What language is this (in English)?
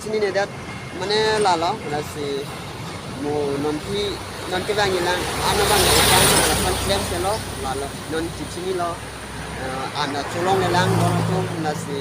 Karbi